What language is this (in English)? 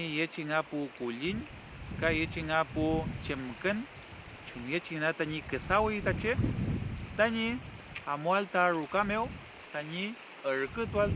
Mapuche